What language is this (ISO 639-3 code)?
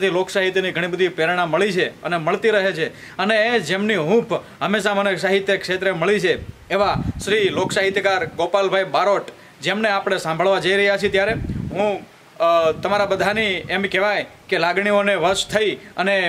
guj